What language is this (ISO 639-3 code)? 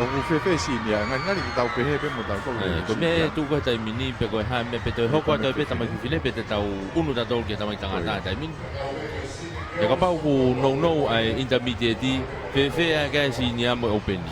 ton